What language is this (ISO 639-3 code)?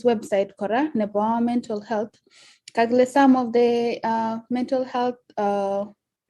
kln